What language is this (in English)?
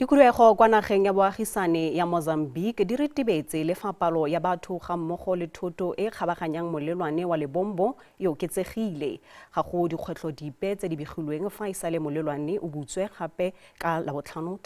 Tswana